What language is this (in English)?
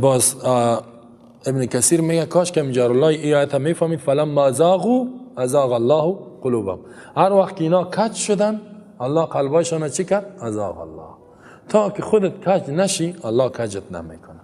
Persian